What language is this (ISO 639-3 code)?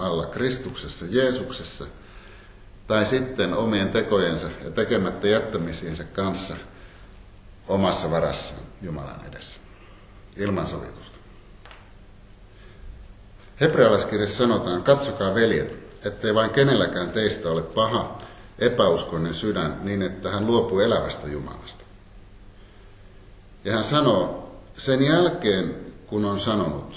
fin